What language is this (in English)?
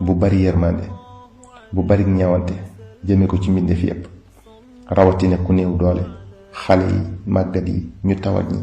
Wolof